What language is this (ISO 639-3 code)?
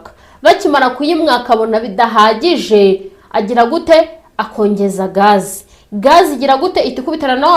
kin